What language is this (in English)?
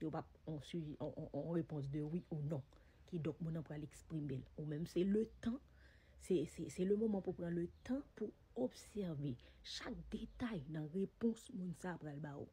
Haitian Creole